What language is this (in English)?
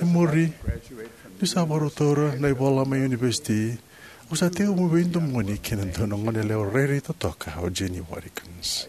Fijian